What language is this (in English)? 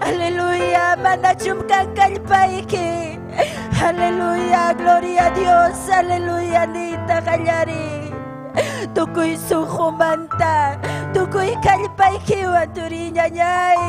Ayacucho Quechua